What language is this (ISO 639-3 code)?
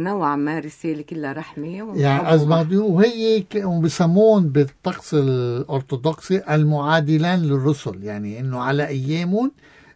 apc